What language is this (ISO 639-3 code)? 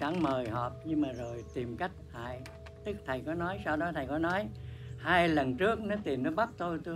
vie